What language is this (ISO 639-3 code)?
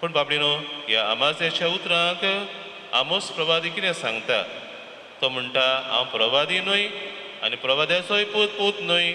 kok